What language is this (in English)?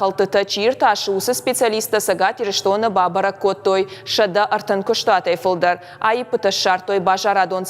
Ossetic